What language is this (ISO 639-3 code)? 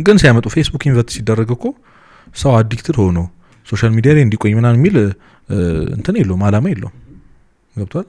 amh